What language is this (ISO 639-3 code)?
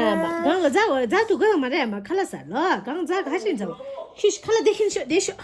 bod